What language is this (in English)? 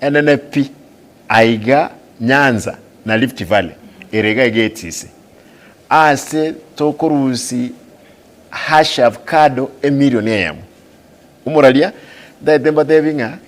Gusii